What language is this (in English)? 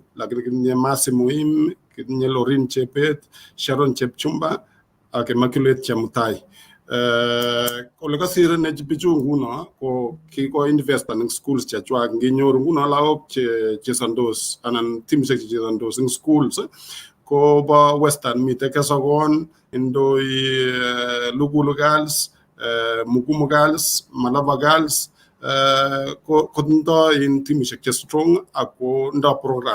Kalenjin